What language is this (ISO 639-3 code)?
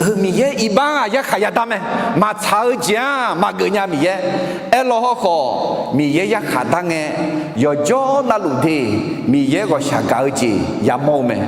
ahk